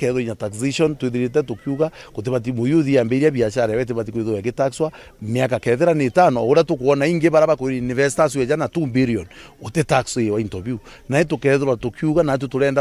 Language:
Meru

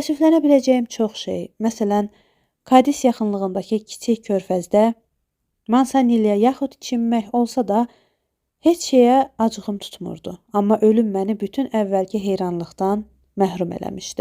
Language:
Azerbaijani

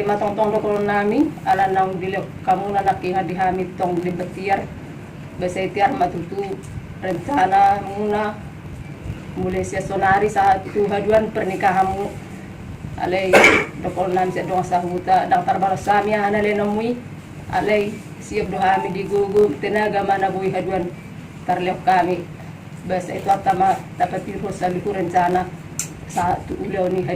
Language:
Batak Toba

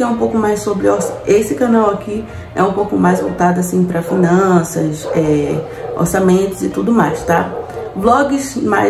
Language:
Portuguese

